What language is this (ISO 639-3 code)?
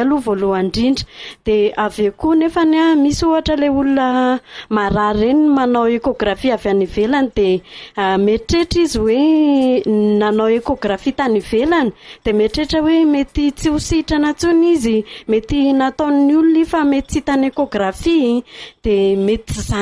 mlg